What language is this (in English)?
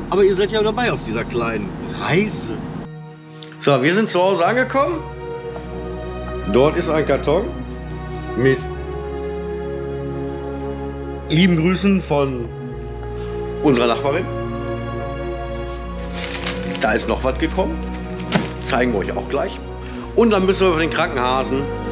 German